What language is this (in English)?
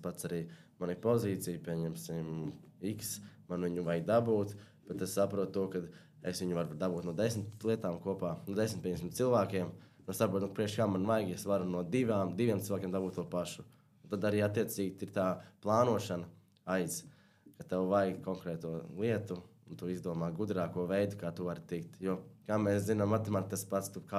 Latvian